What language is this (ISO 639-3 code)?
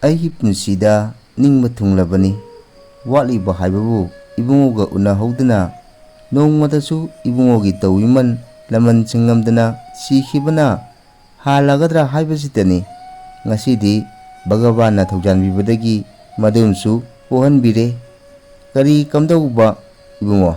mni